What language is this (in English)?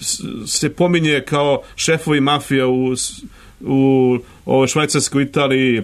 Serbian